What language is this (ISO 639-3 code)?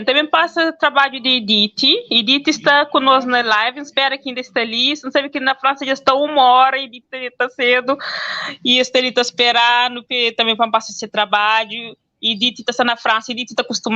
kea